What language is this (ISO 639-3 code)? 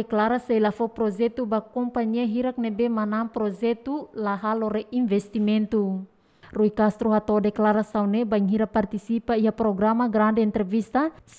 tet